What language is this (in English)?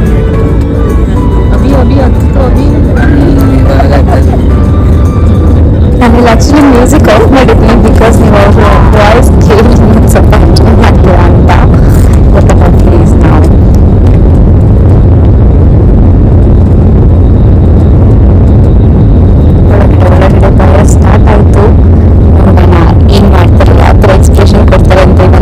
Kannada